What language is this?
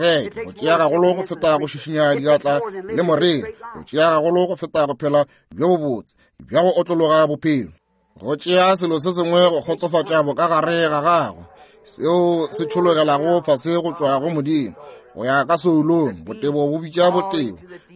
Northern Sotho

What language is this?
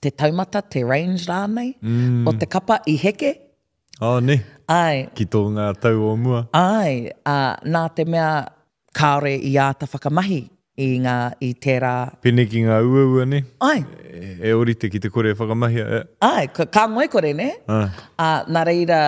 Māori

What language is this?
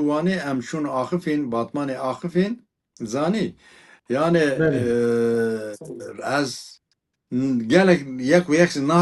Kurdish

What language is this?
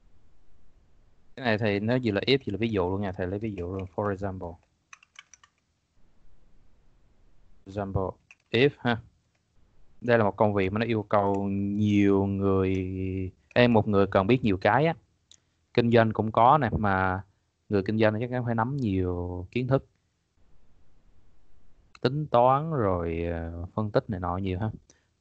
Vietnamese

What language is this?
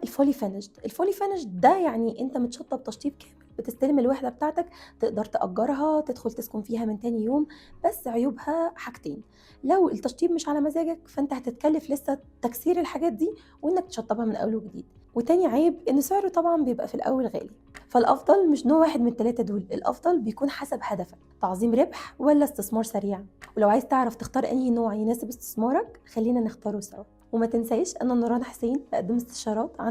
Egyptian Arabic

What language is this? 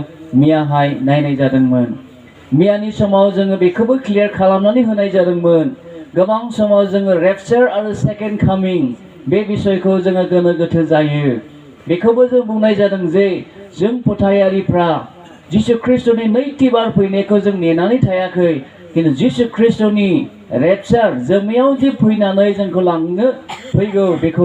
Bodo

